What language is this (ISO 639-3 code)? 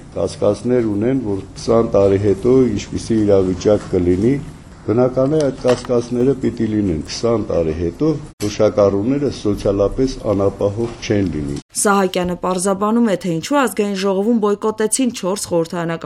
hye